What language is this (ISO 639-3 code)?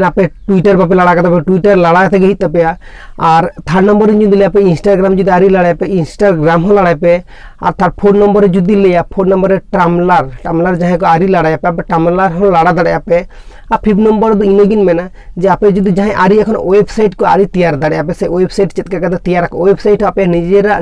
sat